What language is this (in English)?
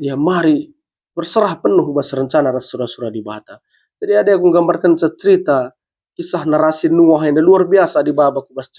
Batak Karo